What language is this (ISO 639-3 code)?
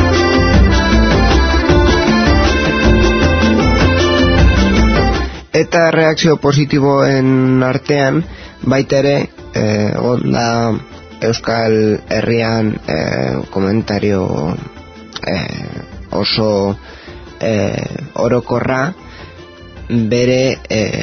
eus